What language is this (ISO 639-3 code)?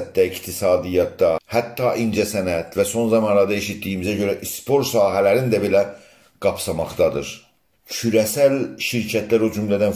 azb